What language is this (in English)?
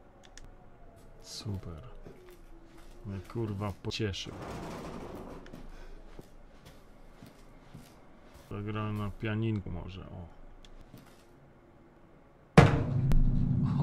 Polish